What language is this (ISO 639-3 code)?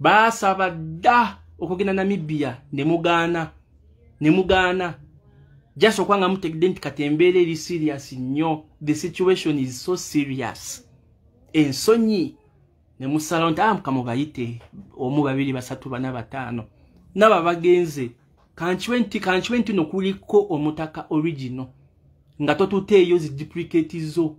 lug